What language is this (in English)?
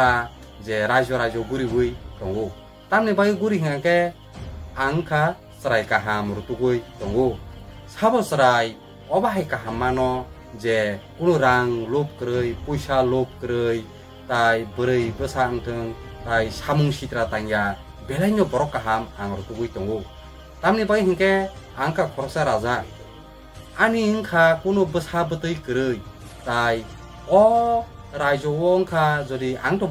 Kok Borok